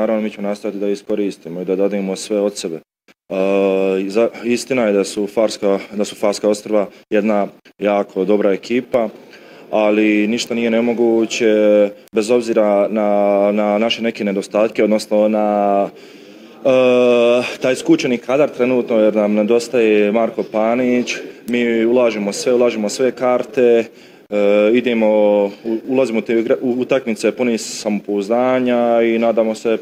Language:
Bosnian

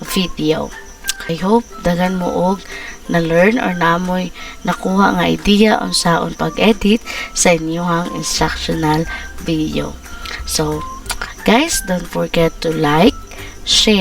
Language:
Cebuano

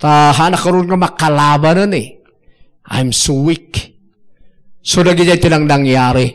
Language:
Iloko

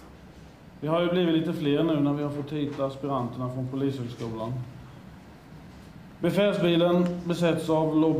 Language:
Swedish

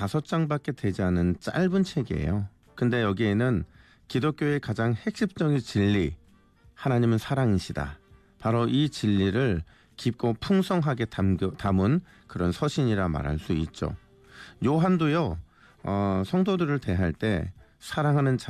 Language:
Korean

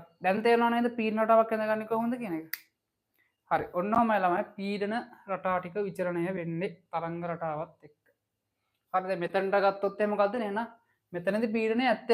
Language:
Sinhala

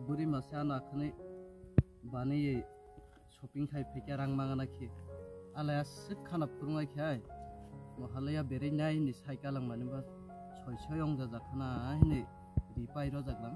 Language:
Kok Borok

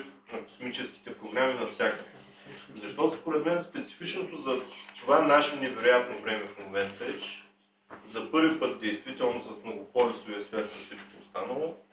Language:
Bulgarian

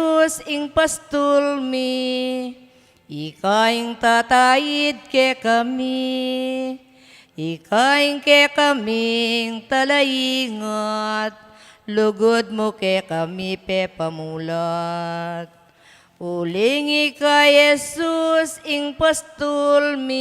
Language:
Pampanga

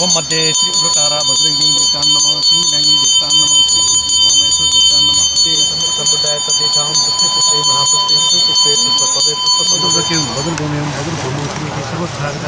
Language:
Newari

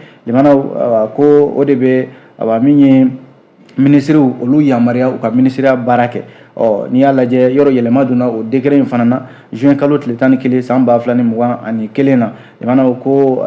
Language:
Bambara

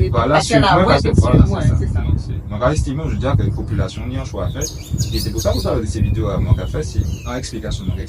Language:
Guadeloupean Creole French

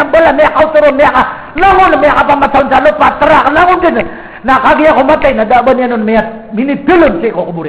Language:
Maranao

